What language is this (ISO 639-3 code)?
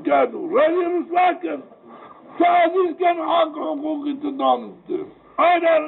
zza